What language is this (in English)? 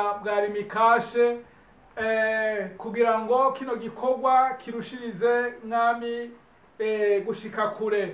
Rundi